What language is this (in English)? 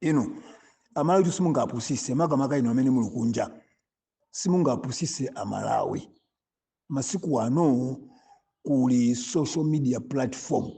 Nyanja